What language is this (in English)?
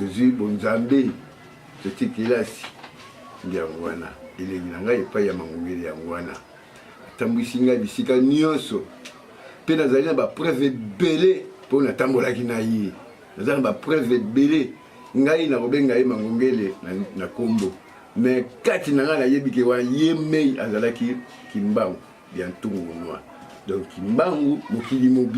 Lingala